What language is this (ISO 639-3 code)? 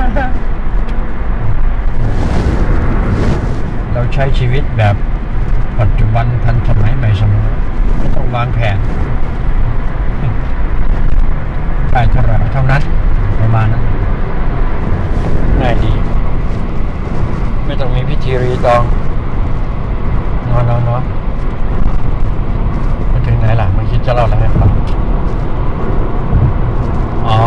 tha